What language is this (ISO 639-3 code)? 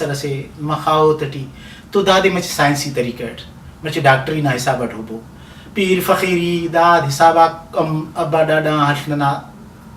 brh